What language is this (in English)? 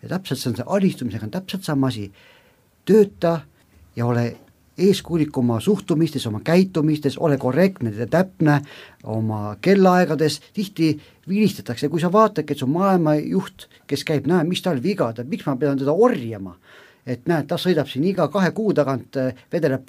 Estonian